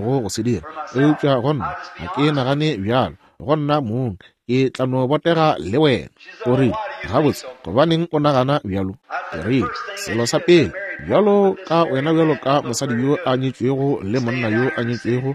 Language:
Northern Sotho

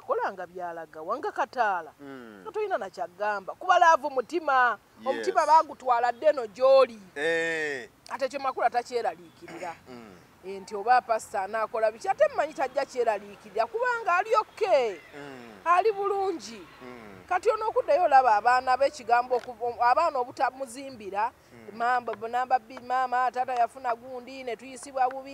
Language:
Ganda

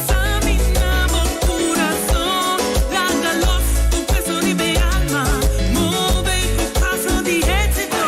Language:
Papiamento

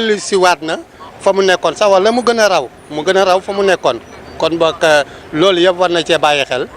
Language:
Wolof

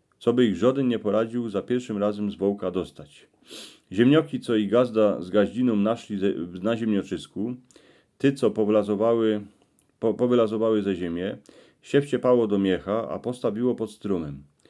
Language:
Silesian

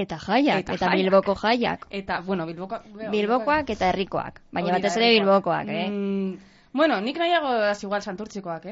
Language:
Basque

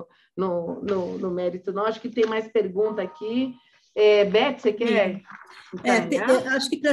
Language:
Portuguese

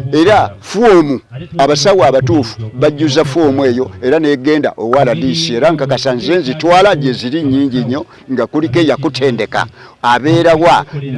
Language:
Ganda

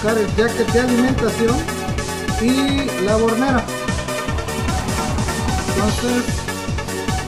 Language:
Spanish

